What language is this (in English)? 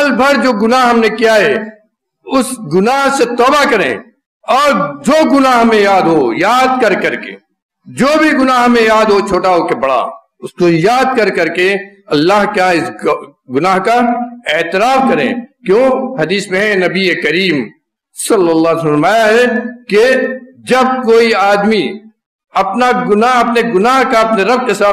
Urdu